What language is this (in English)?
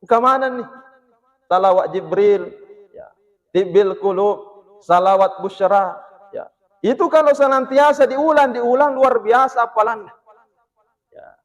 Buginese